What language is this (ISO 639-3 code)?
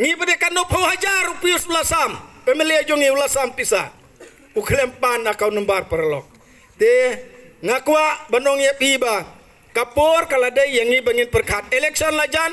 kha